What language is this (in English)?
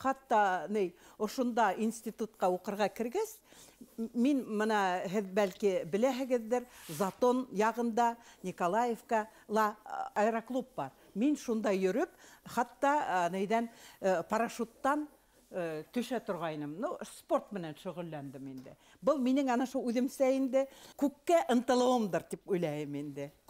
Bashkir